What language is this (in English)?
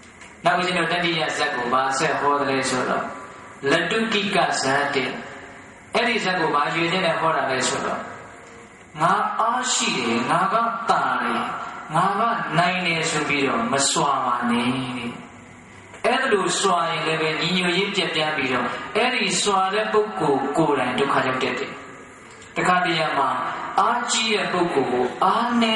Burmese